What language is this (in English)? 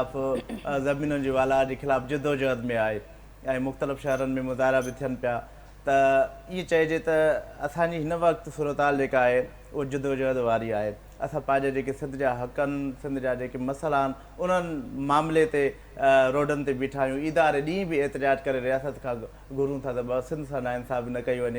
Sindhi